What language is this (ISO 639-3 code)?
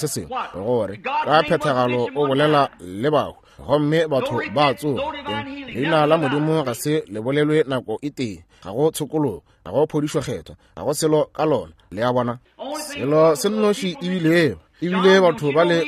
nso